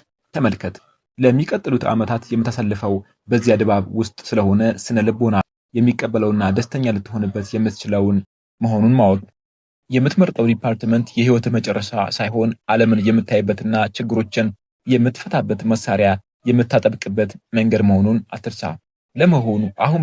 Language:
Amharic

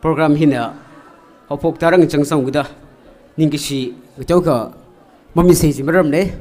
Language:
Tangkhul Naga (India)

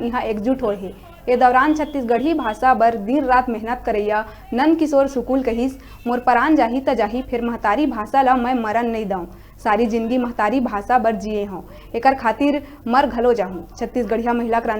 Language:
Chhattisgarhi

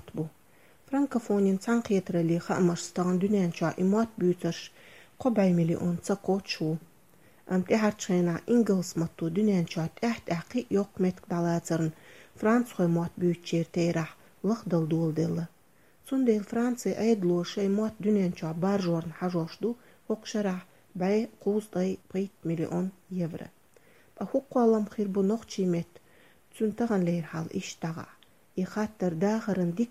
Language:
Chechen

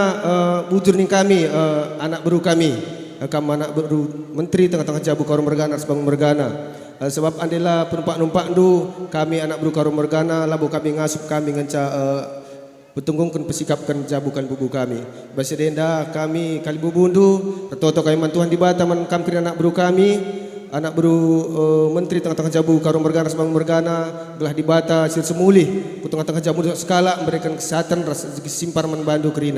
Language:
Batak Karo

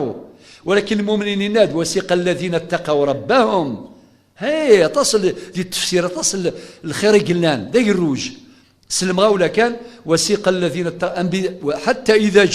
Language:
Kabyle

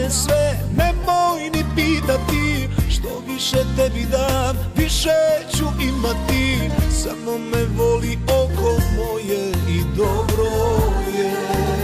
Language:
Serbian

